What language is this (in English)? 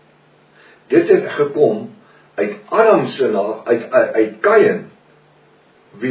Afrikaans